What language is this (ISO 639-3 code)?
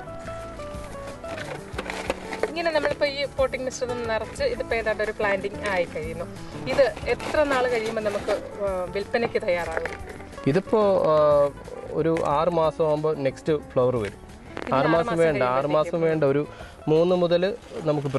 mal